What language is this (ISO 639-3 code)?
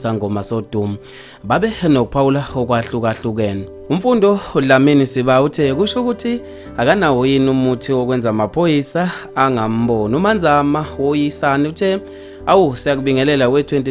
zul